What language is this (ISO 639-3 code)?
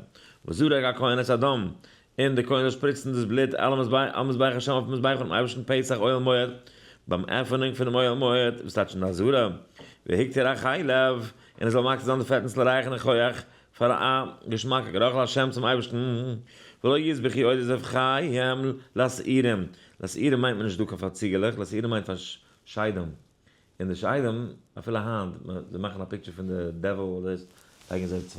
yid